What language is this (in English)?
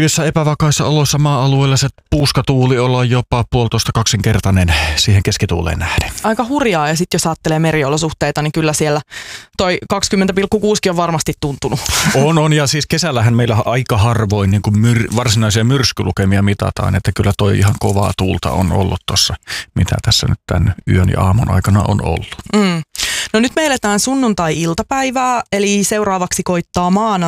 Finnish